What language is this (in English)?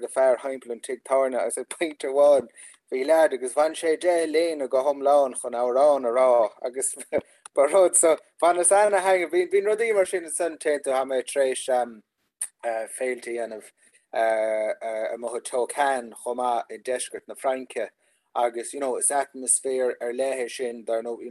Irish